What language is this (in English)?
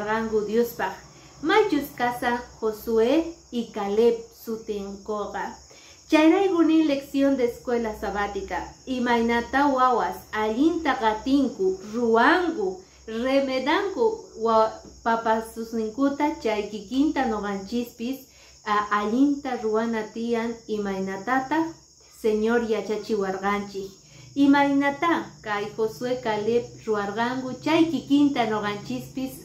Quechua